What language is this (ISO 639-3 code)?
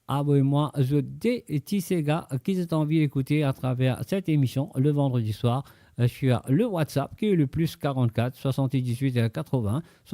mfe